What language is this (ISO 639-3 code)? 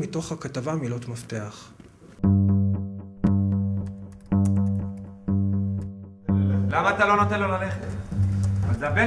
heb